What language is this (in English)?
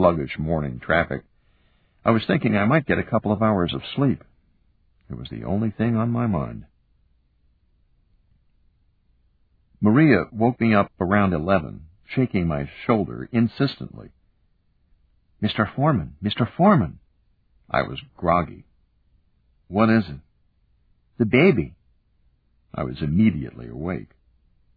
English